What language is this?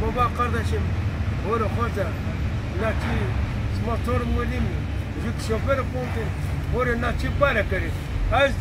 Zaza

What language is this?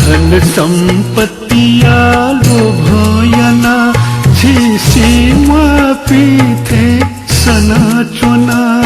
Newari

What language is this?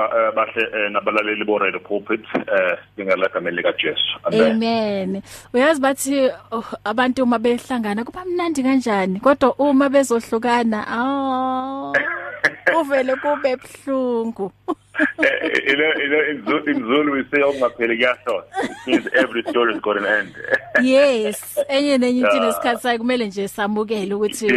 English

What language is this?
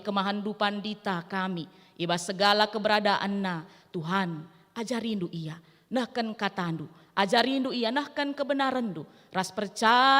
Batak Karo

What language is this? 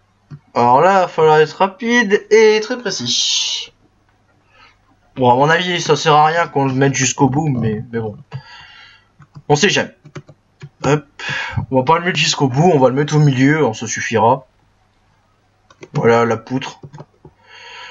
French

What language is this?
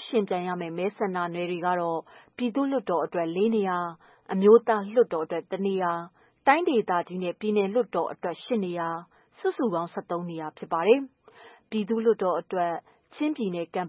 Burmese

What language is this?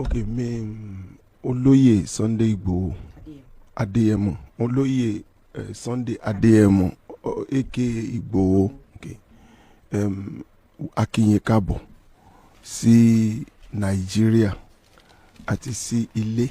Yoruba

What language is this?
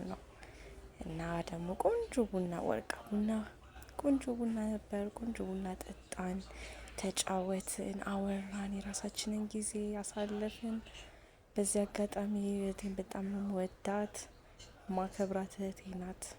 Amharic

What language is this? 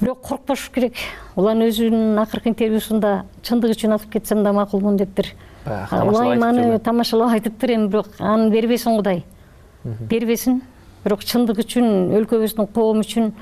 Kyrgyz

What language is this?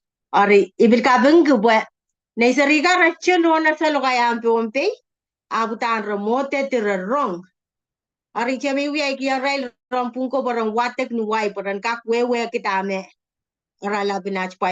Pohnpeian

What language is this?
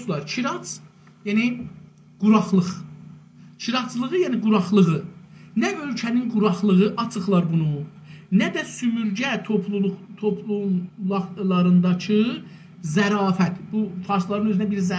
South Azerbaijani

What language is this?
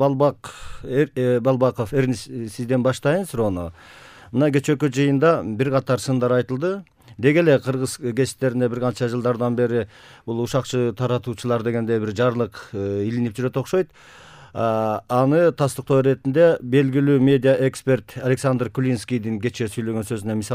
Kyrgyz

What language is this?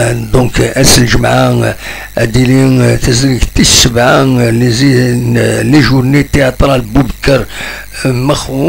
Kabyle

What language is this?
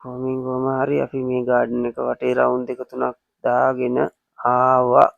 Sinhala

